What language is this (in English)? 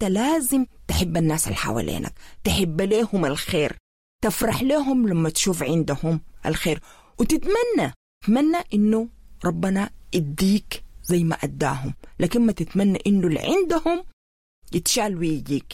Sudanese Arabic